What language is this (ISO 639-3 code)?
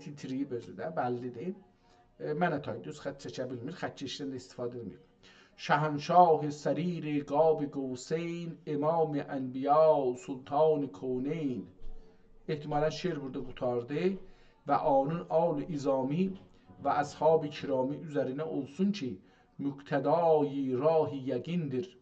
azb